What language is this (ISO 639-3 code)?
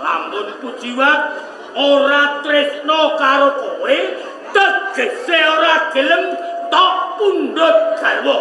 jav